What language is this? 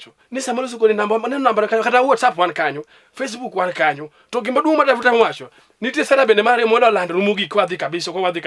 Luo (Kenya and Tanzania)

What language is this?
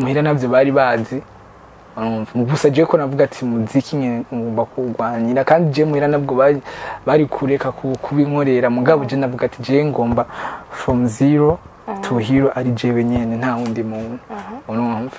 Rundi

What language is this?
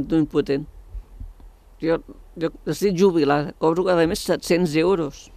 Catalan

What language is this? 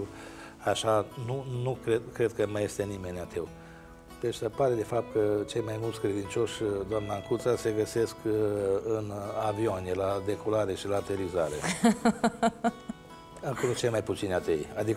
Romanian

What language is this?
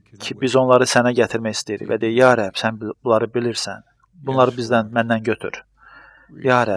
Azerbaijani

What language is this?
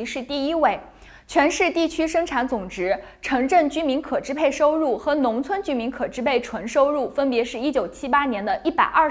Chinese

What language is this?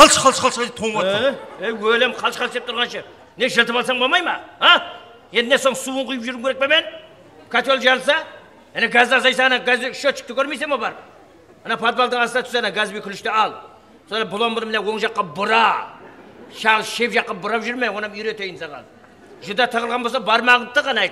Kara-Kalpak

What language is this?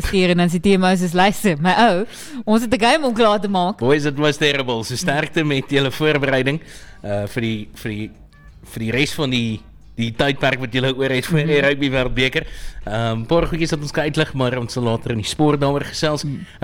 Afrikaans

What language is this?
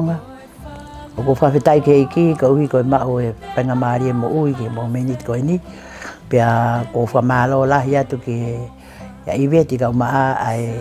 Tongan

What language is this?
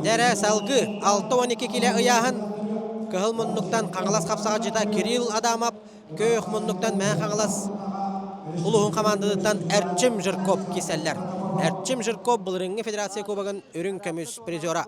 Yakut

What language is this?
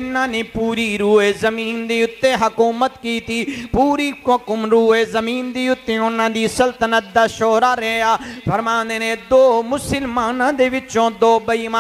Western Panjabi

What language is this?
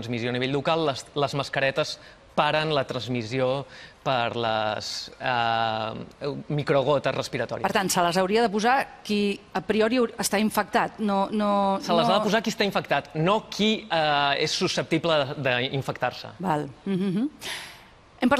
Catalan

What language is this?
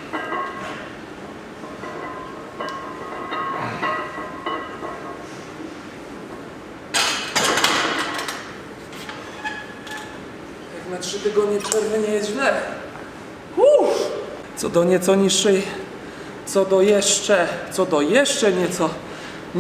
Polish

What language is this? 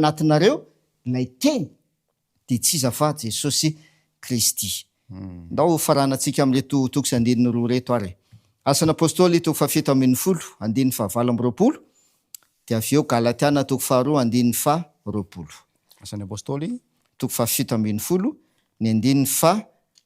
Malagasy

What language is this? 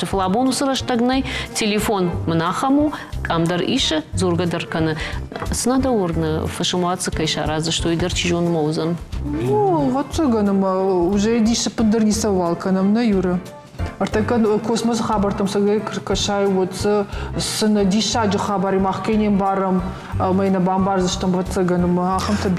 Ossetic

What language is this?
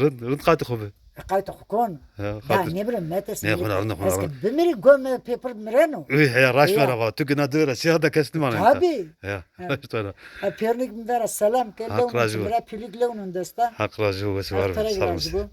Zaza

